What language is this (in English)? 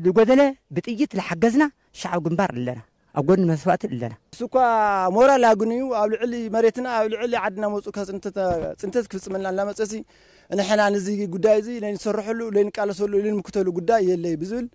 Tigrinya